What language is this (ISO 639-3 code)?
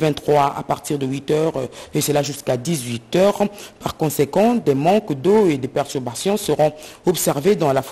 fra